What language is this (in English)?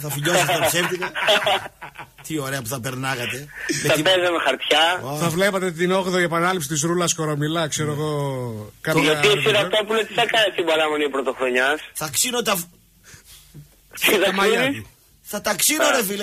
Greek